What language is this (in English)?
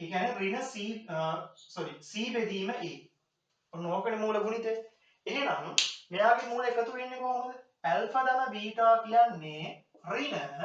Sinhala